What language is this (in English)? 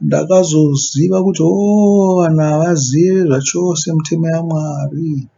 Shona